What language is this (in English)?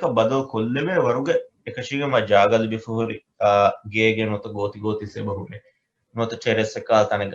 Divehi